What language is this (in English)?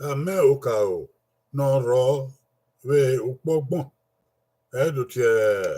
Bini